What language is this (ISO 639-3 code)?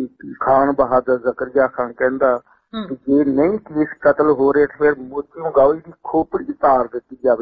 pan